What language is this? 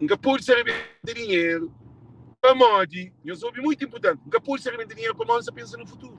Kabuverdianu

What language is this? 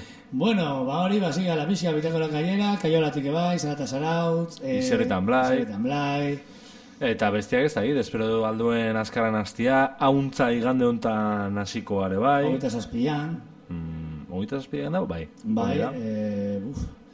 Basque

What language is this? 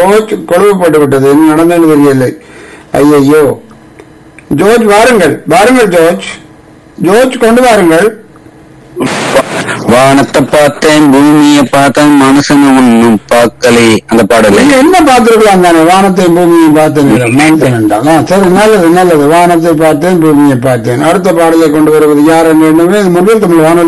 Tamil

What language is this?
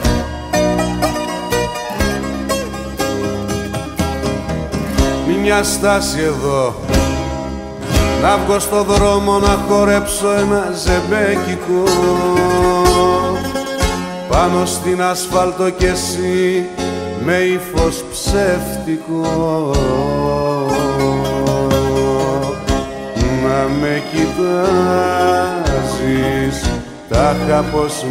Greek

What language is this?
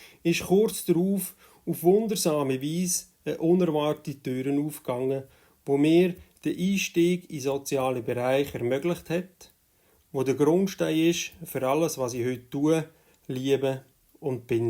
Swiss German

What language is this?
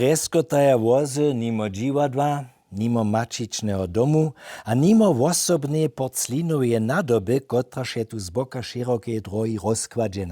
Upper Sorbian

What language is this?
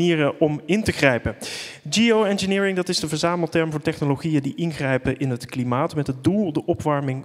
Dutch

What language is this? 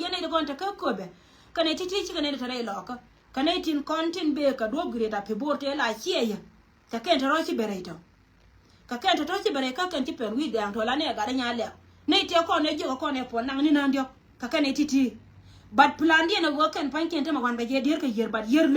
Nuer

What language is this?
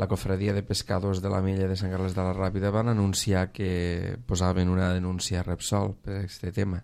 Catalan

